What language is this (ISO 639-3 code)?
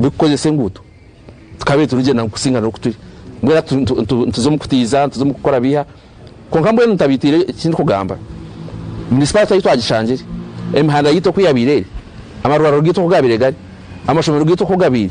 nyn